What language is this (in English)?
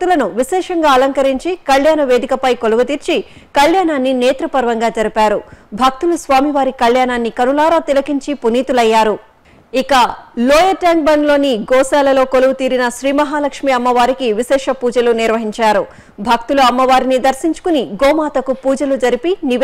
Telugu